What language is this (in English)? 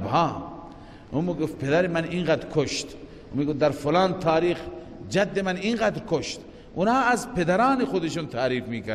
Persian